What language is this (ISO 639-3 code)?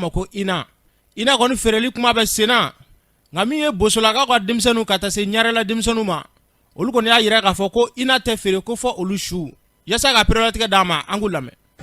bam